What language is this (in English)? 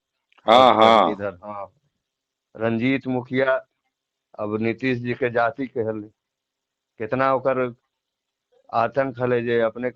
Magahi